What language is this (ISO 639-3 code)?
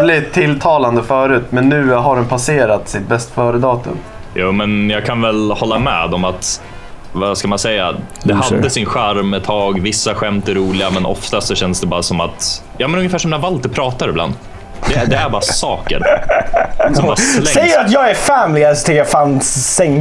swe